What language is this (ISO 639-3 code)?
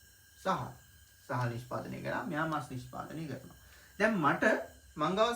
sin